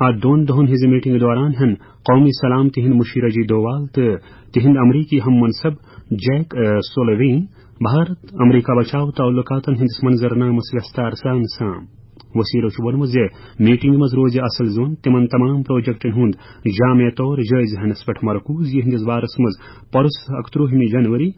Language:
Kashmiri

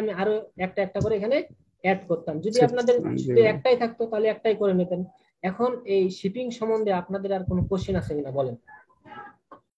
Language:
Bangla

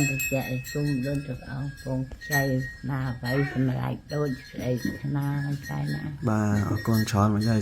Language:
Khmer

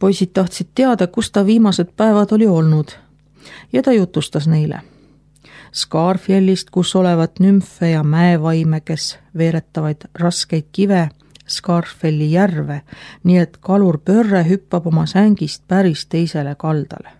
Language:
Estonian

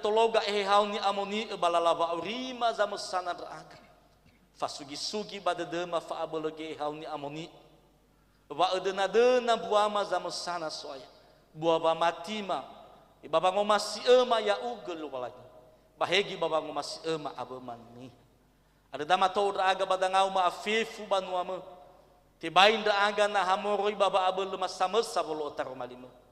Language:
Nias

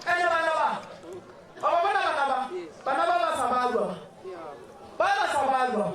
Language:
Northern Sotho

